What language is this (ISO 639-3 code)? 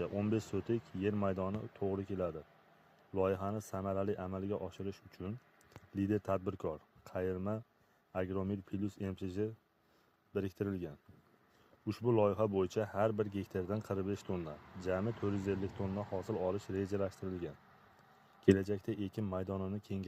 uzb